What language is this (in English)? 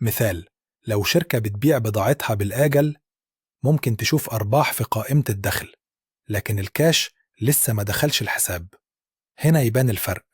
Egyptian Arabic